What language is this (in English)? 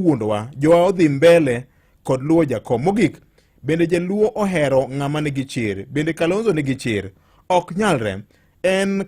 Luo (Kenya and Tanzania)